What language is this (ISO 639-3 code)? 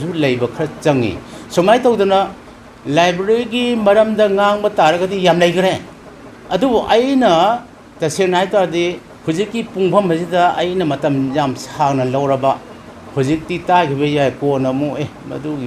mni